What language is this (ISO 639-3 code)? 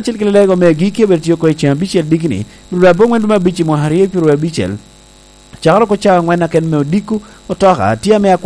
laj